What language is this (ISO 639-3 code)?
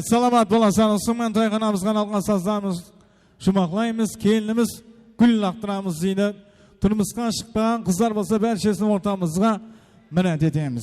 kaa